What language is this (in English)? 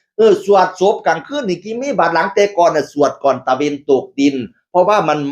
Northeastern Thai